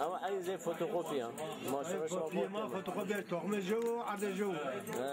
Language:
Zaza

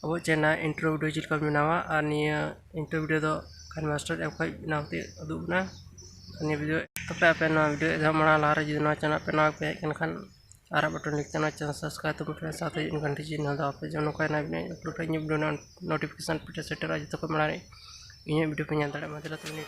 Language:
Santali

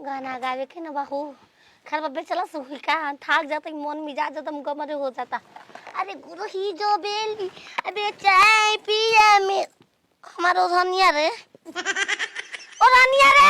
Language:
Bhojpuri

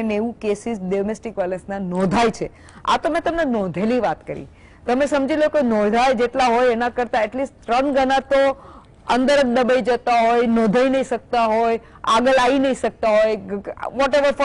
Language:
Gujarati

